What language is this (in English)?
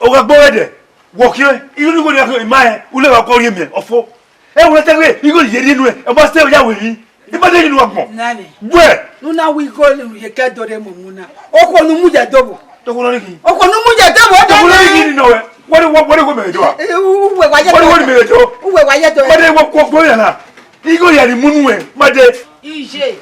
Bini